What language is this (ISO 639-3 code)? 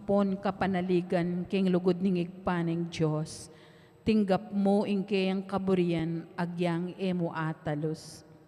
pam